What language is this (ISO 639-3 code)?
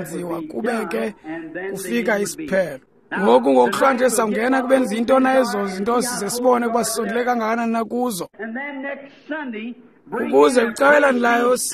xho